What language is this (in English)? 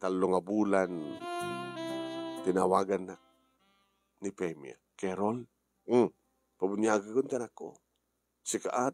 Iloko